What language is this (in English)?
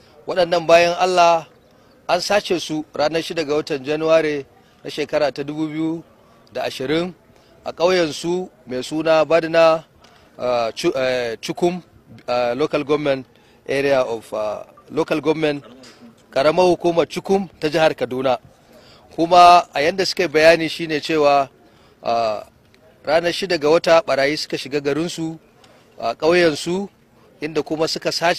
Hausa